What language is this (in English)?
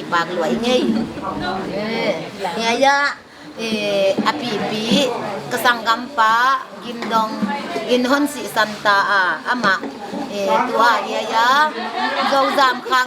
Paite Chin